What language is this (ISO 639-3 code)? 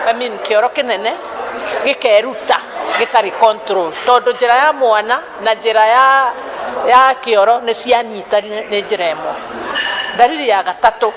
kik